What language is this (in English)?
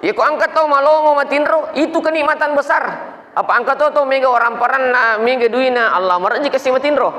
Buginese